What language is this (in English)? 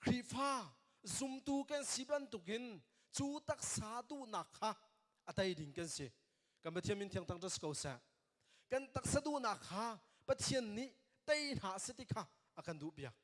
Hakha Chin